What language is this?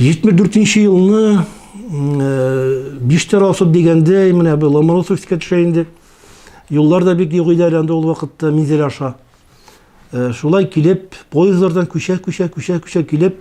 Tatar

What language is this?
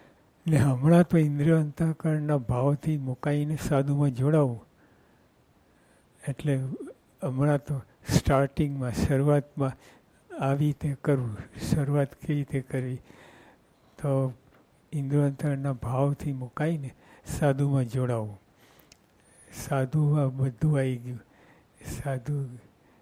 Gujarati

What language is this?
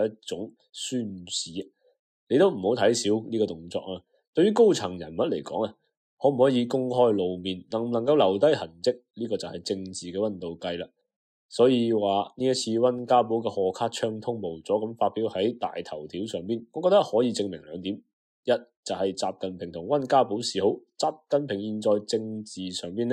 Cantonese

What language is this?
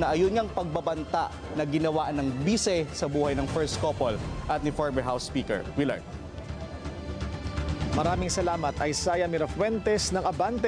Filipino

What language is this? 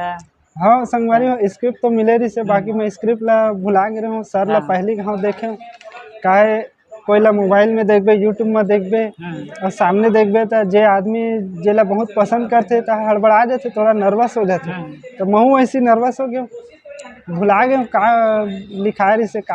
Chhattisgarhi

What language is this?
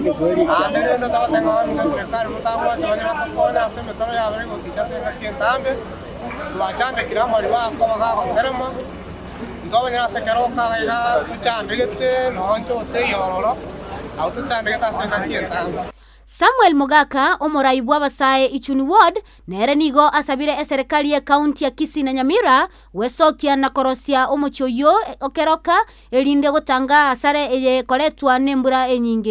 Gusii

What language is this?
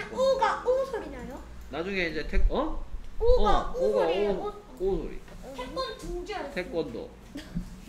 Korean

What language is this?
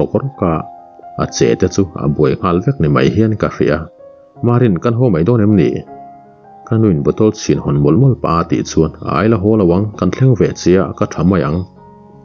Mizo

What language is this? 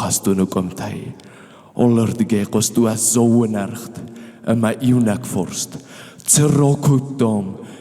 Ossetic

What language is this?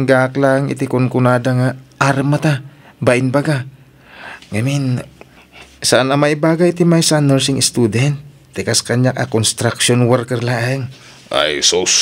Iloko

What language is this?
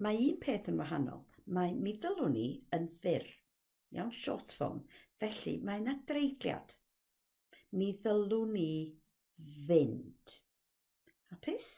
Welsh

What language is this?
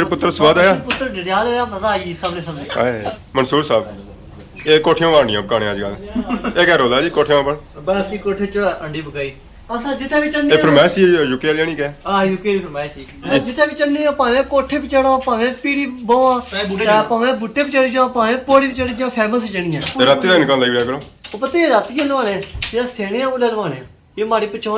Pahari-Potwari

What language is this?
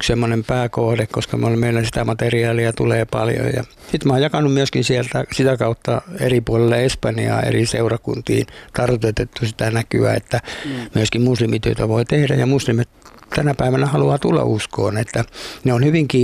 Finnish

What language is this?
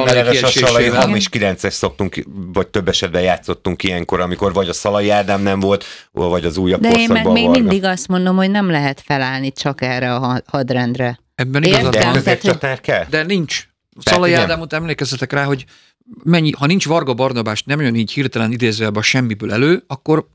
Hungarian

